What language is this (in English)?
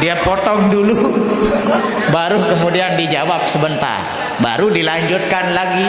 Sasak